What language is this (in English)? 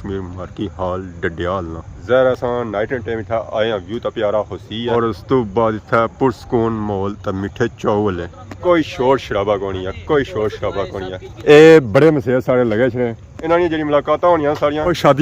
Pahari-Potwari